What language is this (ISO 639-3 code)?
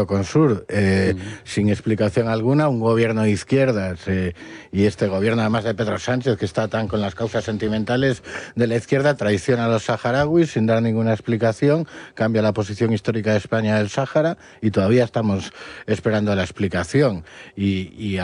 spa